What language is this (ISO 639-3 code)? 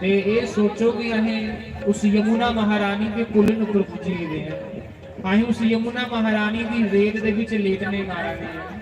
doi